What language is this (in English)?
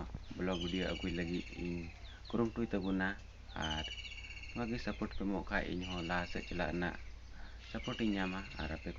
Santali